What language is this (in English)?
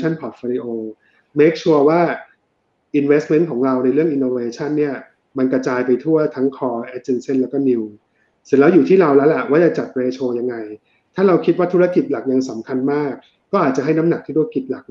Thai